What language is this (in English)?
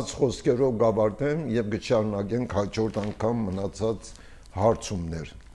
Armenian